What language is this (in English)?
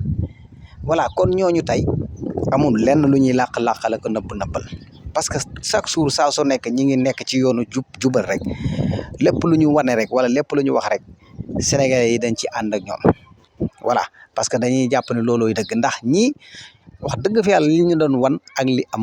Wolof